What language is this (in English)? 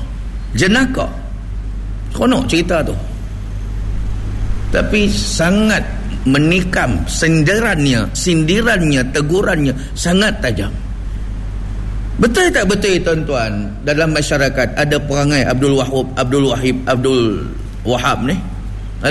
Malay